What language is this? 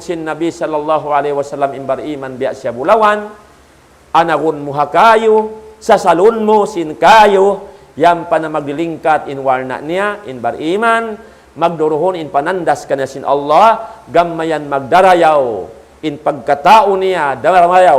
Tausug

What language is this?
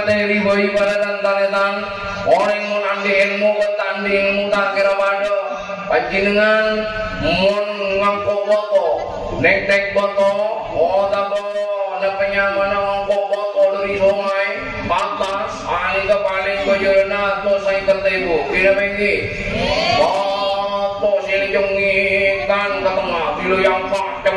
Madurese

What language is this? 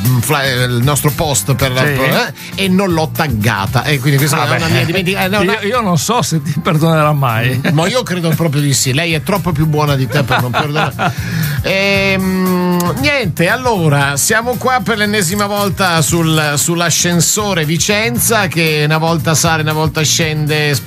Italian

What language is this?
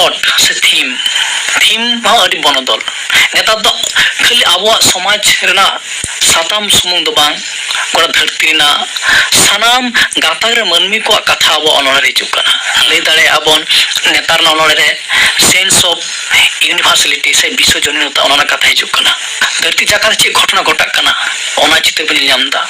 Santali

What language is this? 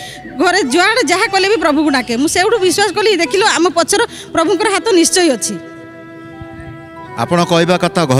Odia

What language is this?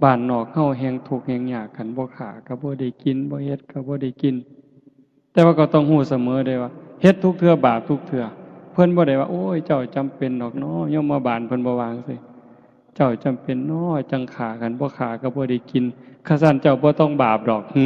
Northeastern Thai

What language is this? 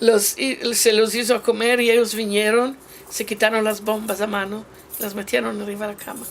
Ladino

